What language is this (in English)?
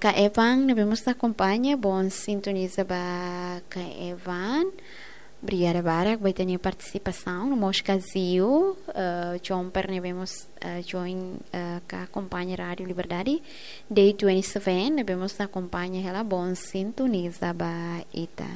Tetum